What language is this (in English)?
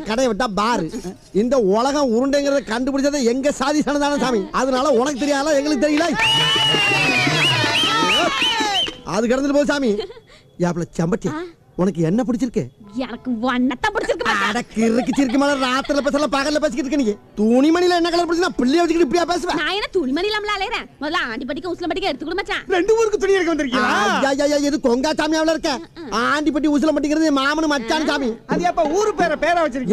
Tamil